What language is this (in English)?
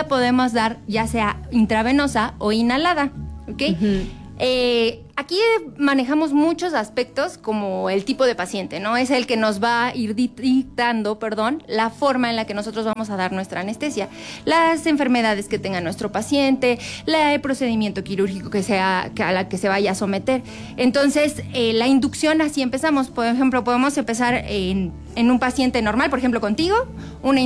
Spanish